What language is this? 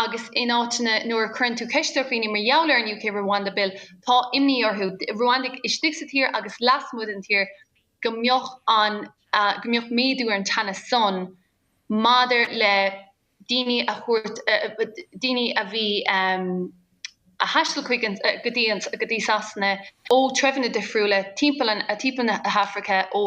Irish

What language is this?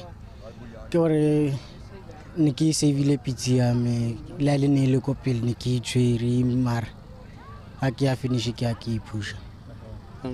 Tswana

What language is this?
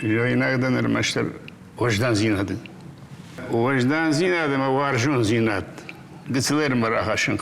Ossetic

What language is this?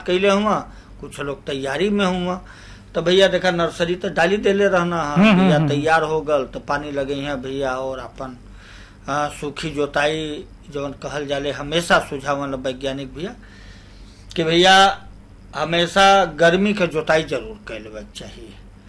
Bhojpuri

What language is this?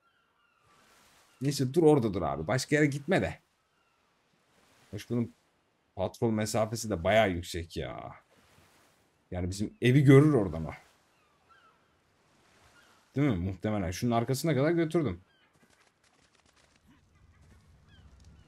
Turkish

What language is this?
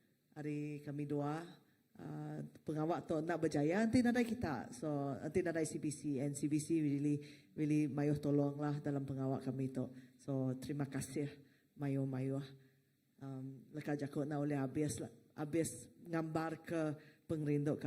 Iban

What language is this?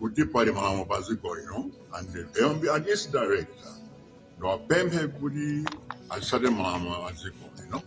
Nyanja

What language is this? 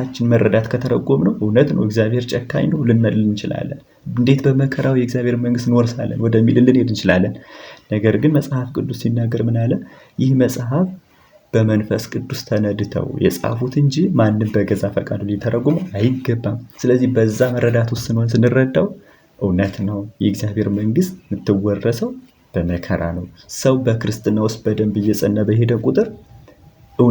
Amharic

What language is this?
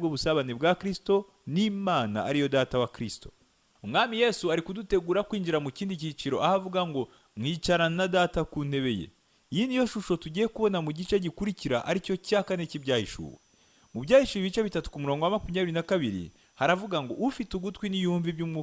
Kinyarwanda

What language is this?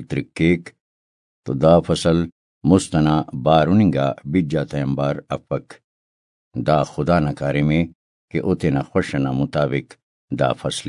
Brahui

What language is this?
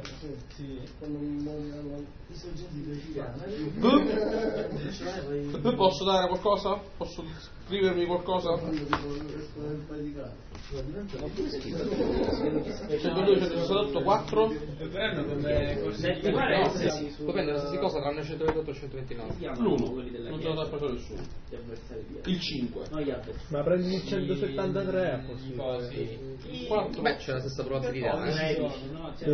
Italian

